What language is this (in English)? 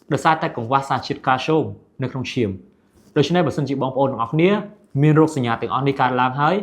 Khmer